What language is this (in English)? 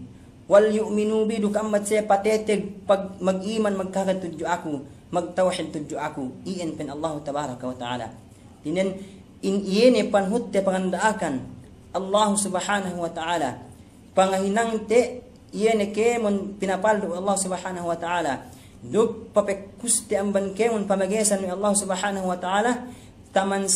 Yakan